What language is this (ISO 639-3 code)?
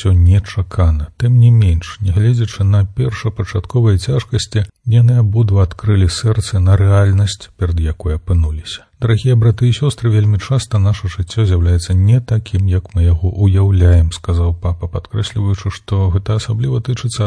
bel